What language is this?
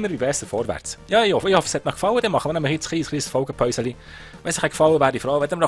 Swiss German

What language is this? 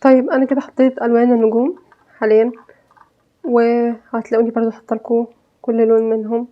Egyptian Arabic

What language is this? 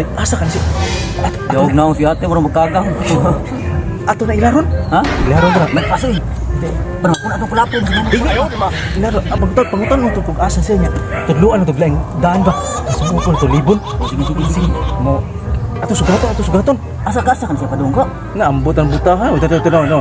Cebuano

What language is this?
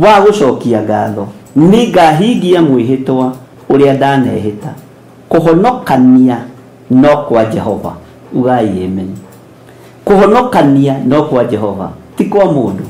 Kikuyu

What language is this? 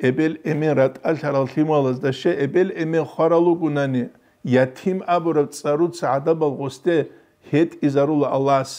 Avaric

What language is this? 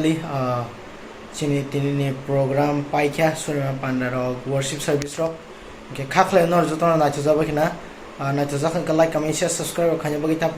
Kok Borok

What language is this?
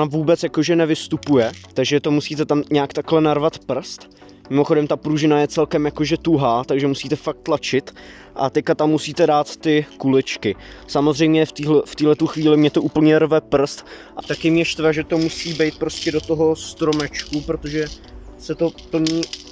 Czech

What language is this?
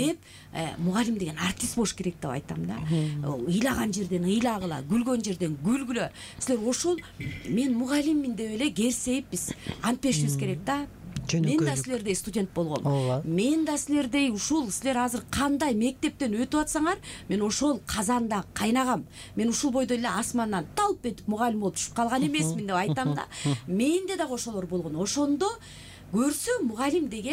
Kyrgyz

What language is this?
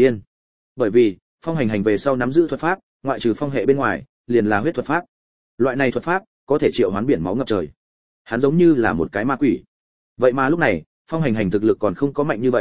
Vietnamese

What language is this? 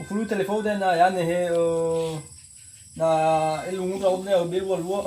Nias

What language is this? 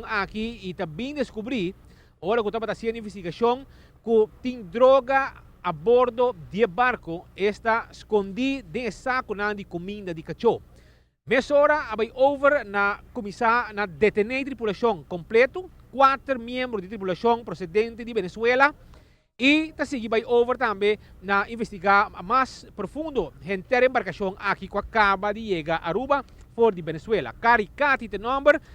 Papiamento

